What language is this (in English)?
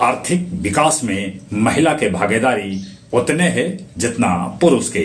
Magahi